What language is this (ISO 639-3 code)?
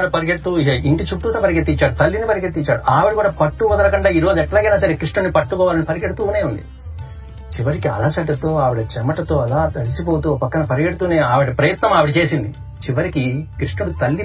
tel